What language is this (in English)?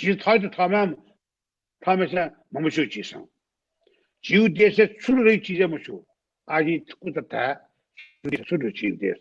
Newari